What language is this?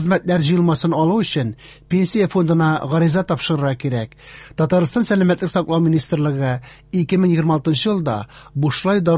Tatar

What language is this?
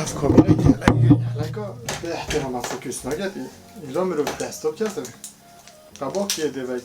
Kurdish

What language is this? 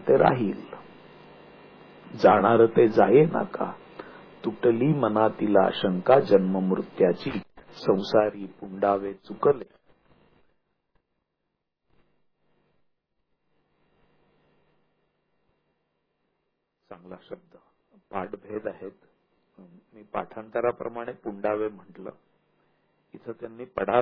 Marathi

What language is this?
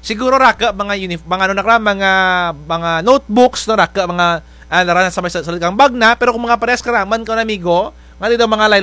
Kinaray-a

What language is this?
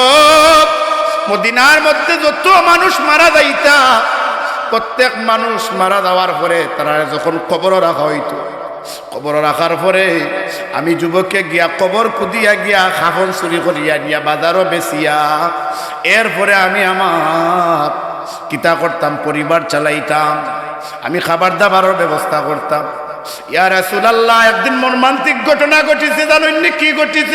Sylheti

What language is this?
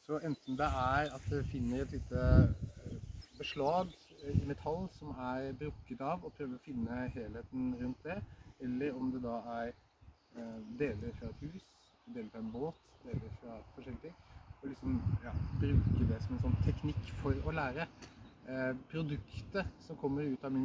Norwegian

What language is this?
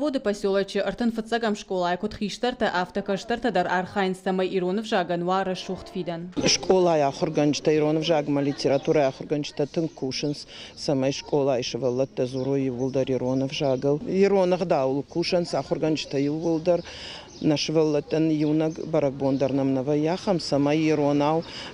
Ossetic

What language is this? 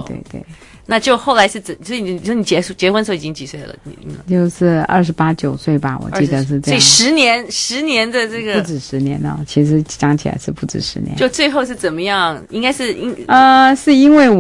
Chinese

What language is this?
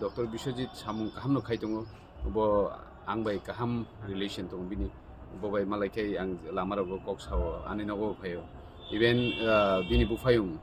Kok Borok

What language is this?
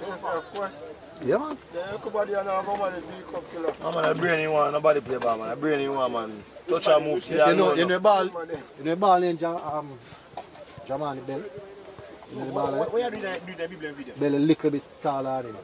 Jamaican Creole English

